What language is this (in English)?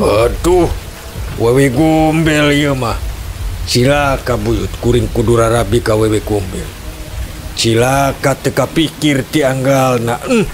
Sundanese